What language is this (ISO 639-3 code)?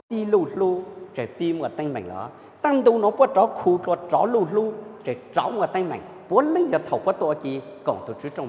hmn